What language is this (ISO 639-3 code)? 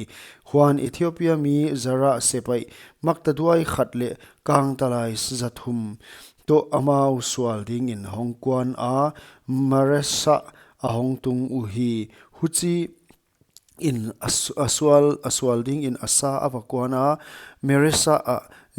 pck